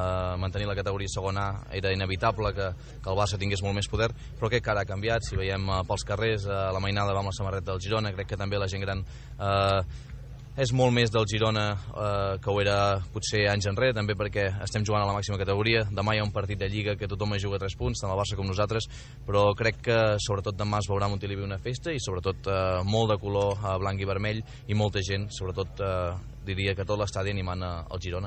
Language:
Catalan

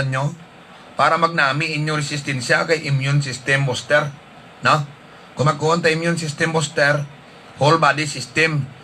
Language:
Hiligaynon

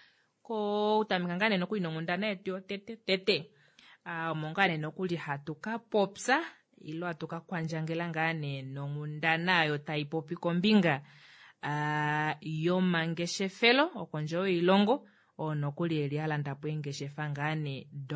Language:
Kuanyama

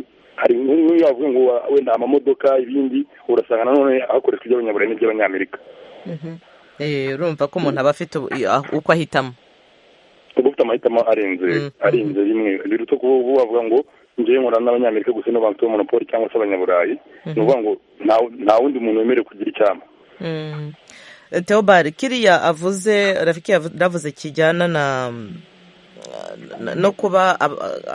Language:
Kinyarwanda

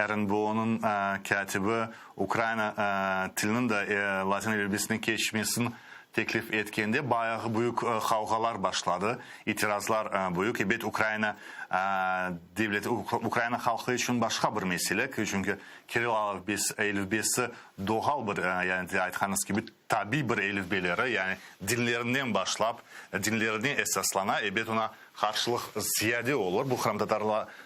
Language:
Crimean Tatar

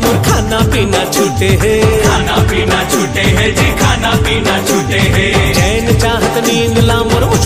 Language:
Chhattisgarhi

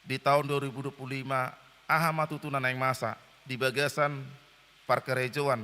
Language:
Batak Toba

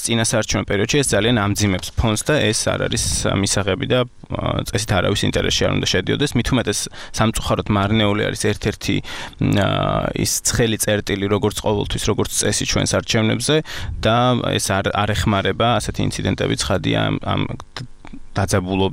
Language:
Georgian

